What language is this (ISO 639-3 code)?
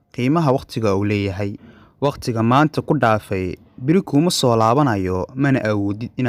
som